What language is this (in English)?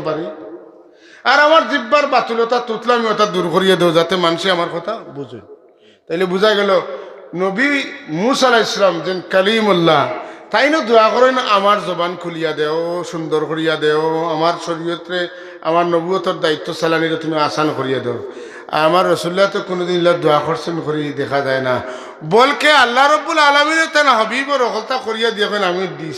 Sylheti